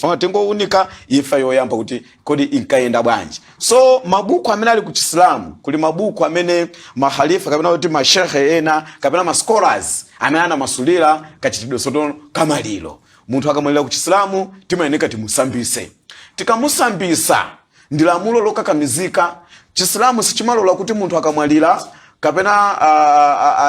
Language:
Nyanja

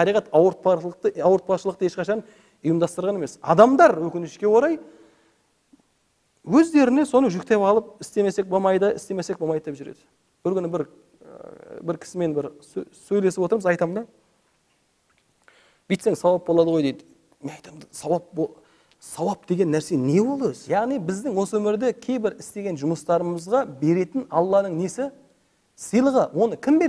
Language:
Kazakh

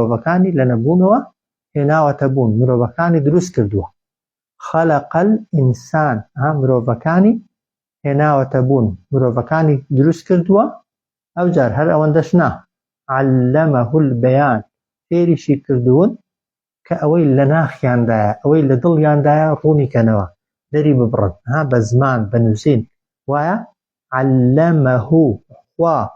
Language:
Central Kurdish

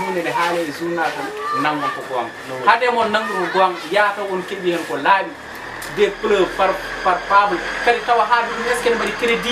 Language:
Fula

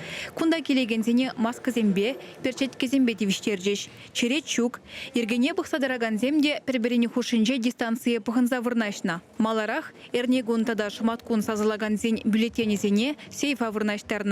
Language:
Chuvash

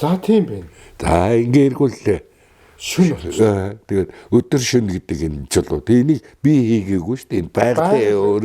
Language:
Mongolian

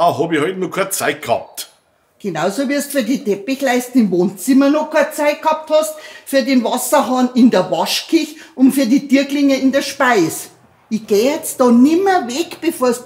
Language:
Bavarian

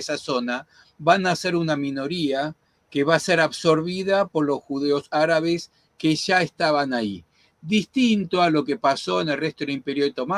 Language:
Ladino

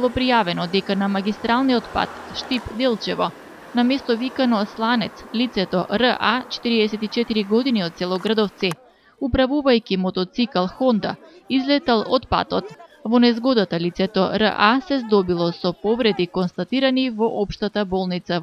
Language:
Macedonian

